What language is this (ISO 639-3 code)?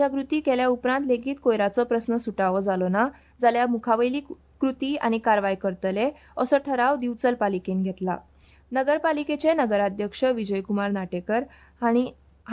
kok